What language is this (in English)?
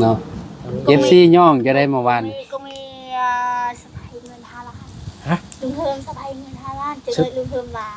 Lao